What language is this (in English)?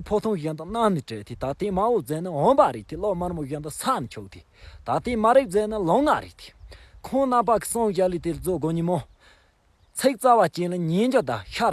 Tibetan